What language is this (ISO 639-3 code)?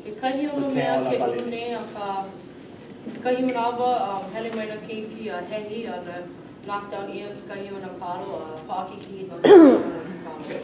haw